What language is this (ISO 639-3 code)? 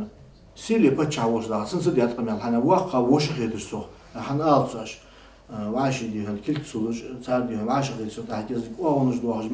inh